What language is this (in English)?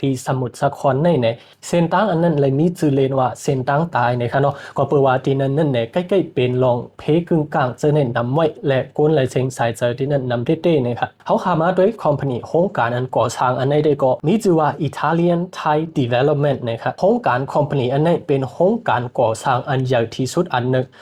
Shan